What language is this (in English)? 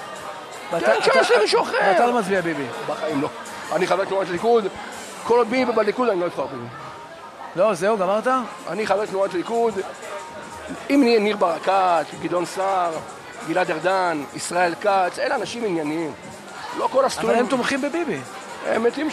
Hebrew